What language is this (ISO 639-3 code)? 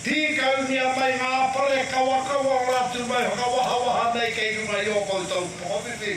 mri